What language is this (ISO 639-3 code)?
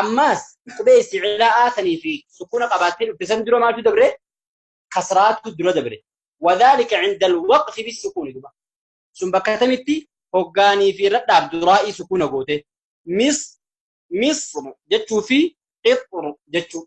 orm